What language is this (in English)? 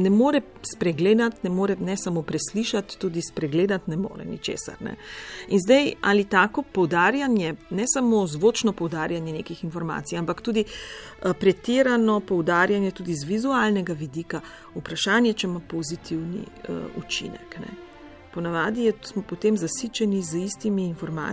Slovenian